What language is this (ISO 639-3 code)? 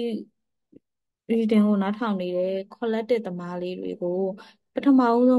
mya